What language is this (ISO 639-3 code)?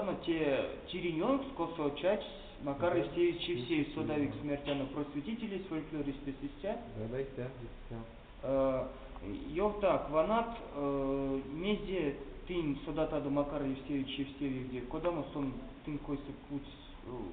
myv